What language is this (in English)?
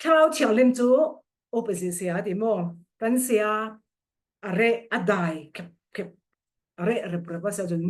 Falam Chin